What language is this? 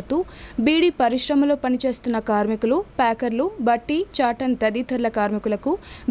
Telugu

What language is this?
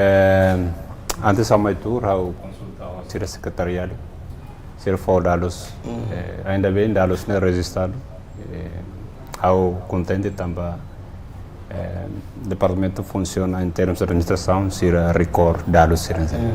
Tetum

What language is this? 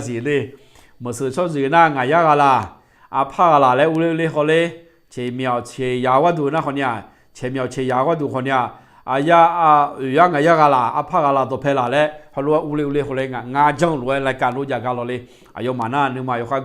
Akha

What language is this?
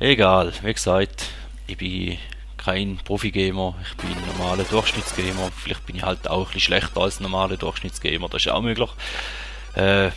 Swiss German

